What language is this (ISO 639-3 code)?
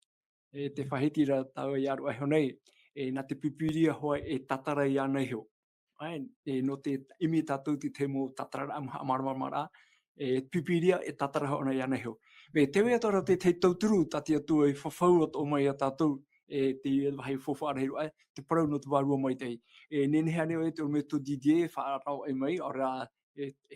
tah